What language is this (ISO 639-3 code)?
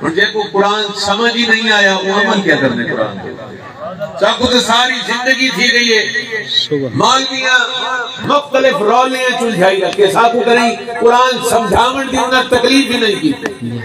skr